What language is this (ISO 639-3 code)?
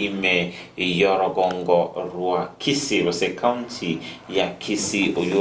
guz